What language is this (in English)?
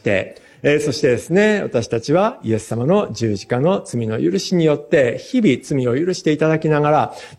Japanese